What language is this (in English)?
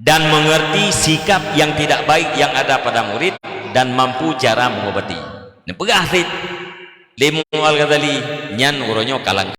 Achinese